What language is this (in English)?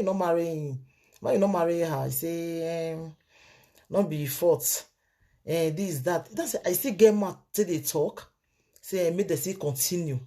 Nigerian Pidgin